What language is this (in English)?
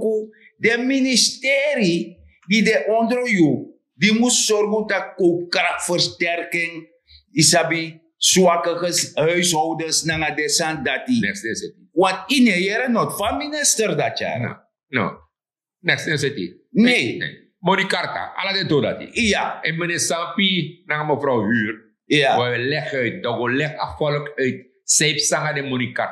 Sranan Tongo